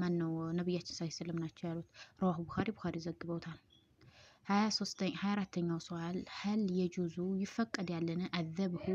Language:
Amharic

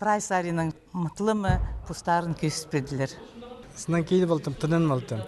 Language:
Khakas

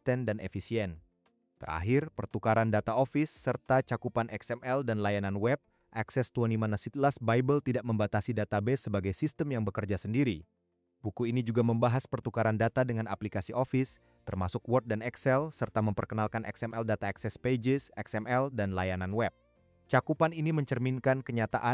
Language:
Indonesian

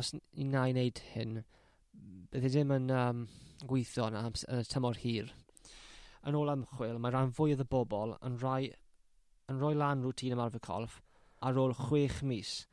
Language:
Welsh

